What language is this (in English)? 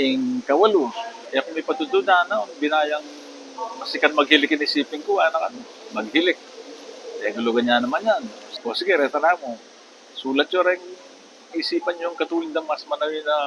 Pampanga